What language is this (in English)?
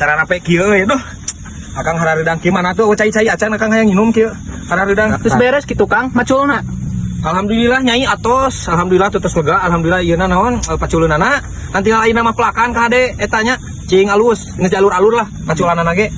Sundanese